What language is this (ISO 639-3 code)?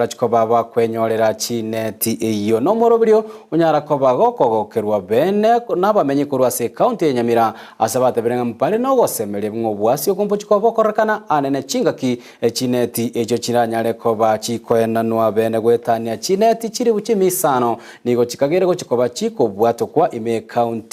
guz